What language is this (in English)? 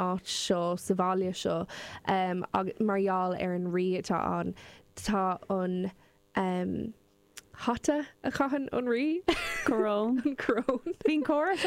Irish